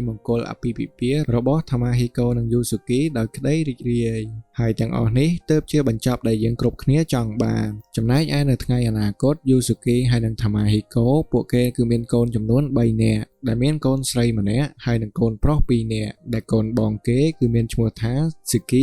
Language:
Khmer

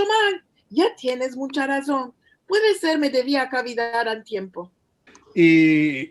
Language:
Ladino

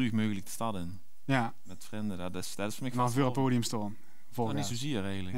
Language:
Limburgish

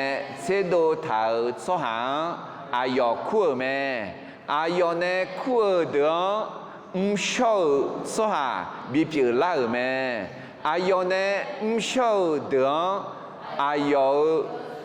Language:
Akha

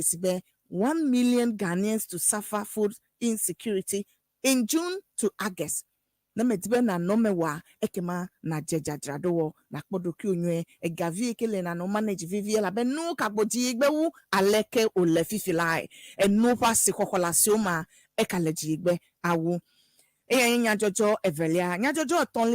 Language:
Ewe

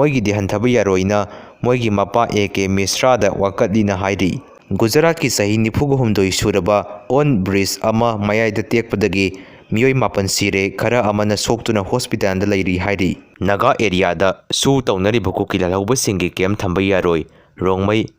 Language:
Manipuri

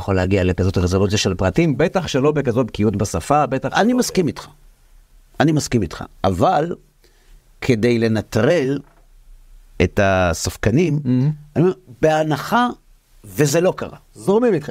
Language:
Hebrew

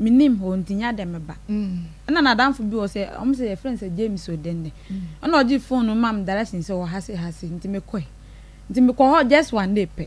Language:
Akan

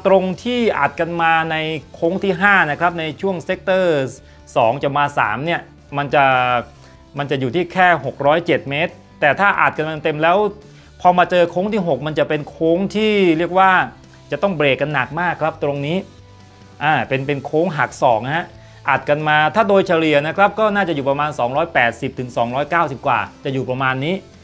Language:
Thai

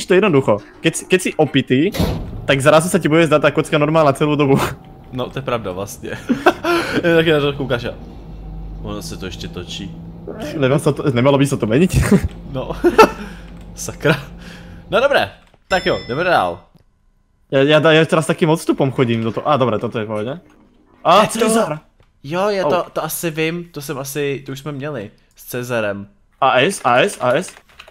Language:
Czech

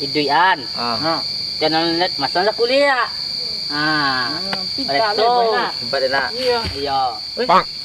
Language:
Minangkabau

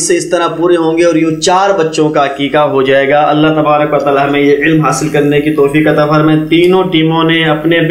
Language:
Urdu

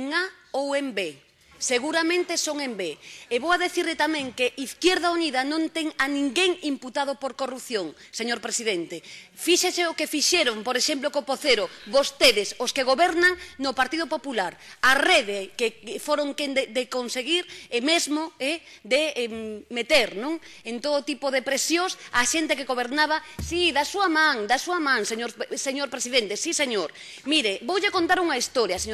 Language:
Galician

